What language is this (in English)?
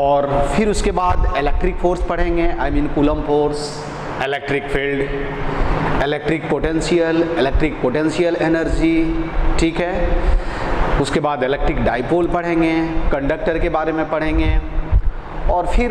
Hindi